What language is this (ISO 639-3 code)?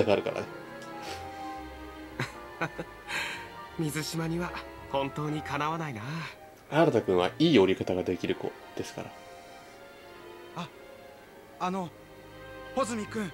jpn